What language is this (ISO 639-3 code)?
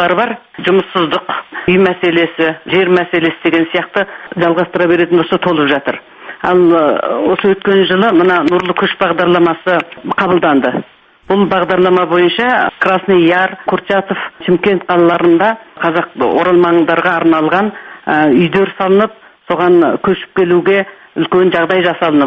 kaz